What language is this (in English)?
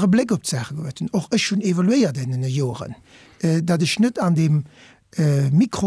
Luxembourgish